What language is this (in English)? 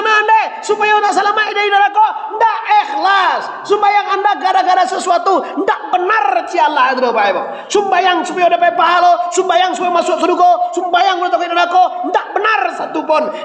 Minangkabau